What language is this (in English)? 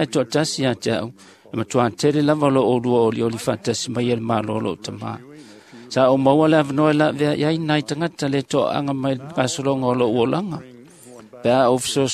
Samoan